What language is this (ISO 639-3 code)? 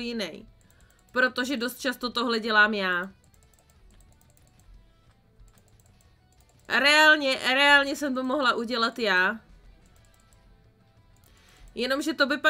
ces